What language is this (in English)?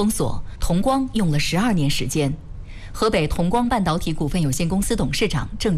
Chinese